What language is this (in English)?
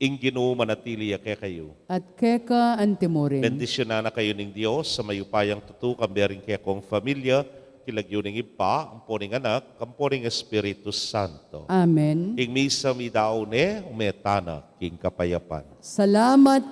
Pampanga